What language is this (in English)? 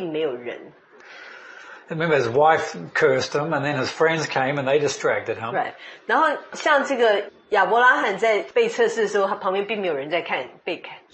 Chinese